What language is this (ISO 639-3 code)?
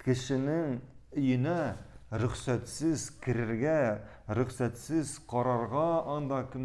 tat